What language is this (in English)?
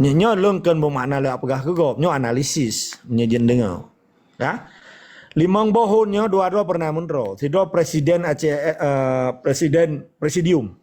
Achinese